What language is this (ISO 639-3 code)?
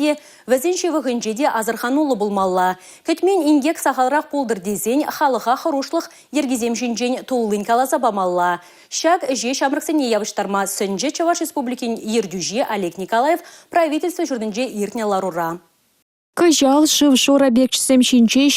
chv